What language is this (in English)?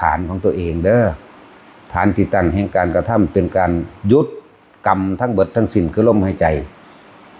Lao